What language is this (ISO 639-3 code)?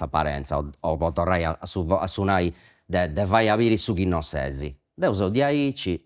srd